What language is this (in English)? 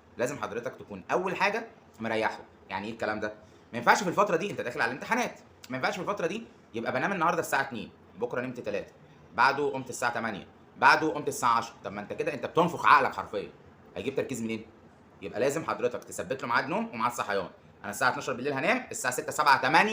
Egyptian Arabic